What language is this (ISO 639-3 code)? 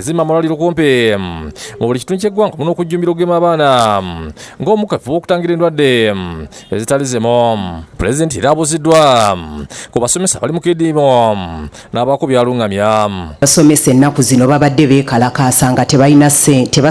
lug